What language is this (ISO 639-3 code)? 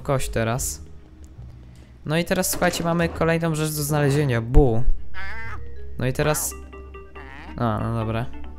pol